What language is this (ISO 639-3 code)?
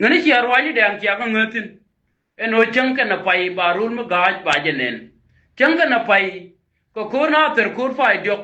nus